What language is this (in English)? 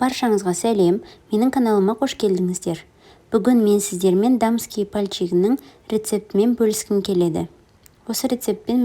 Kazakh